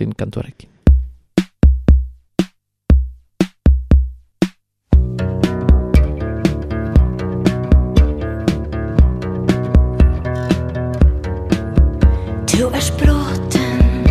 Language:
Basque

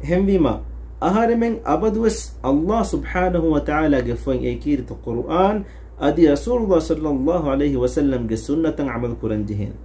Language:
Divehi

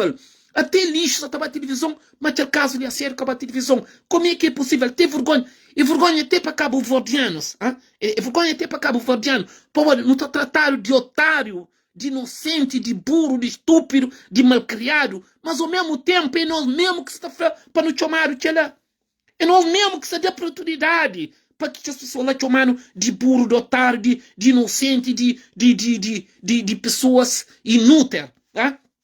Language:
Kabuverdianu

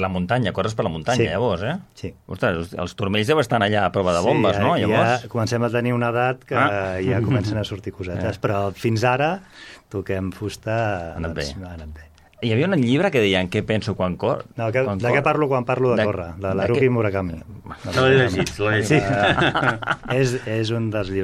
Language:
Catalan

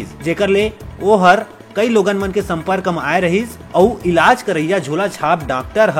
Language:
Chhattisgarhi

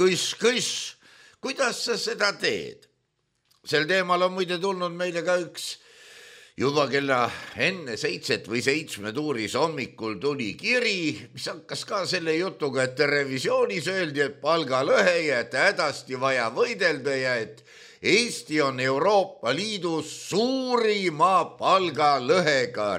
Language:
Estonian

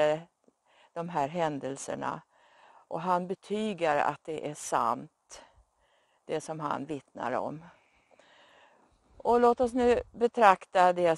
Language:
Swedish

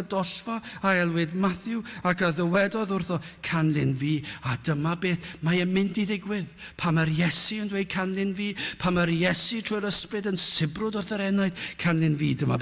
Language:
Welsh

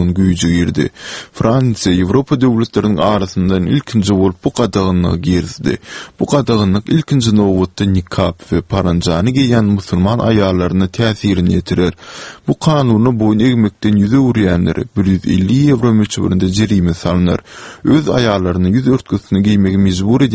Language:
Turkmen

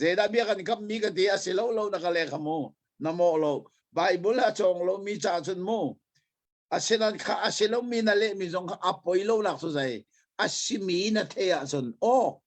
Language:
Hakha Chin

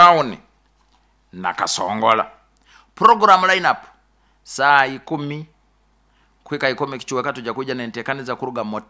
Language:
Nyoro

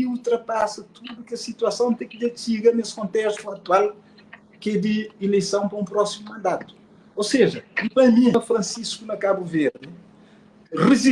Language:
Kabuverdianu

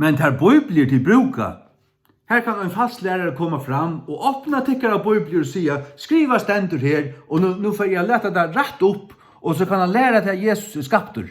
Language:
Faroese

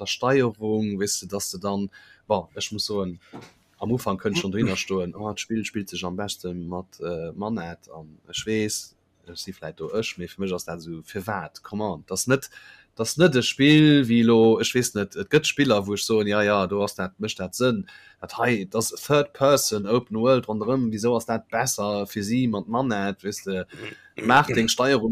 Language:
Luxembourgish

